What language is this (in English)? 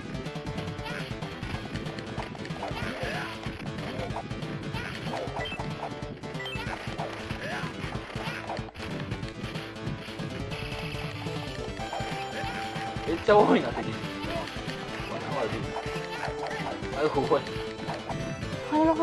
Japanese